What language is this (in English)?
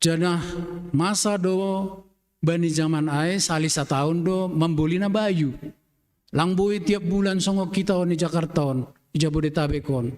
Batak Simalungun